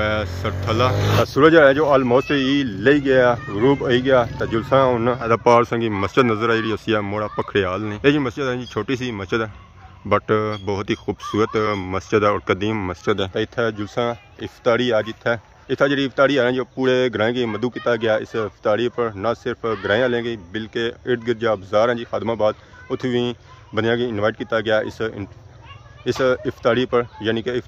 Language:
Pahari-Potwari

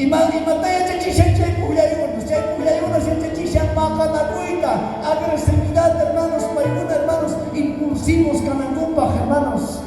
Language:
South Bolivian Quechua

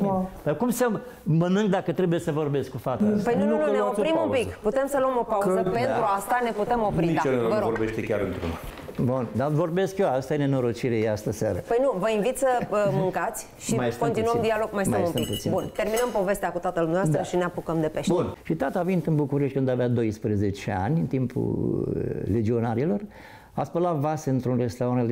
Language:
Romanian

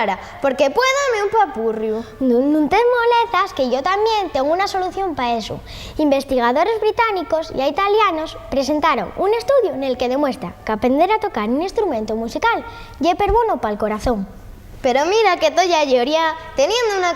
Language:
Asturian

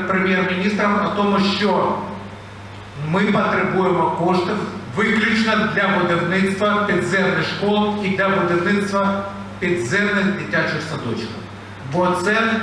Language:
Ukrainian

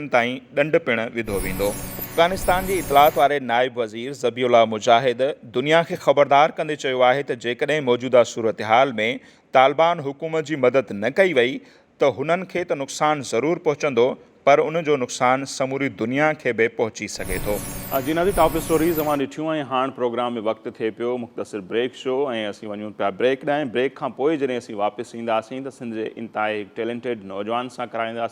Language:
Sindhi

